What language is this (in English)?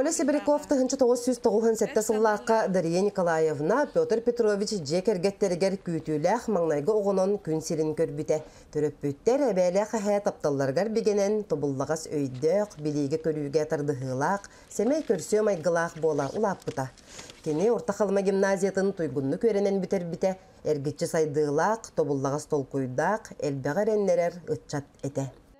Yakut